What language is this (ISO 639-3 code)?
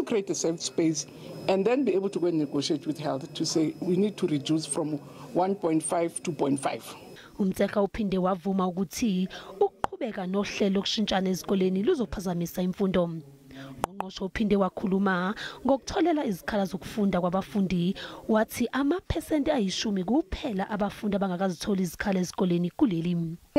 zul